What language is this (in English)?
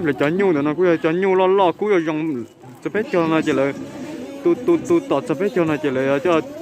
Hmong